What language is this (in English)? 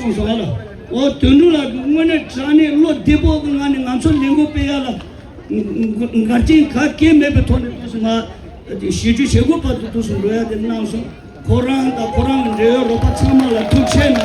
Tibetan